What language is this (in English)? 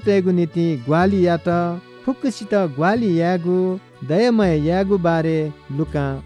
Newari